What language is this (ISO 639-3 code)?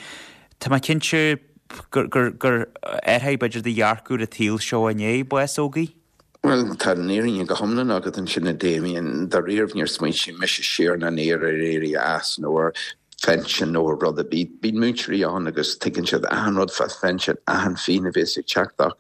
gle